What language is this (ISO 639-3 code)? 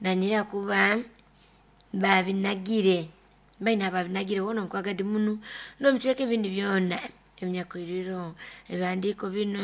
nyo